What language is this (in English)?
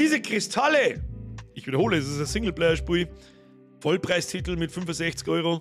Bavarian